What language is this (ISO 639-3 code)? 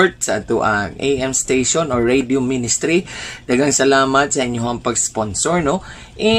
ceb